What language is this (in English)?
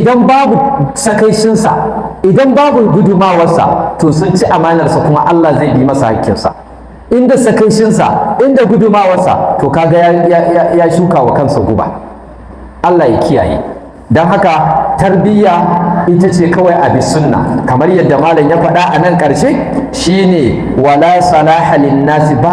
Hausa